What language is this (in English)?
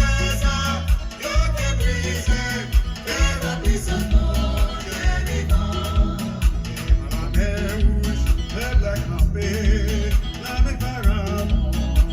Haitian Creole